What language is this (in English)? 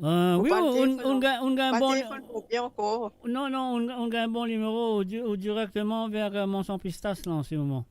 Morisyen